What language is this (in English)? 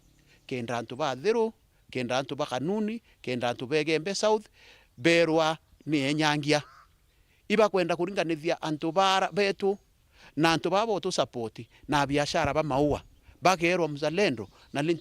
Meru